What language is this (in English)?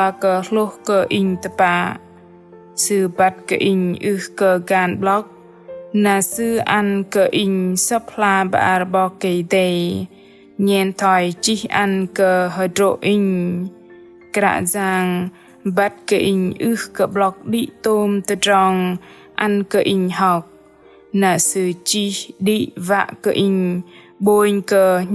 Bahnar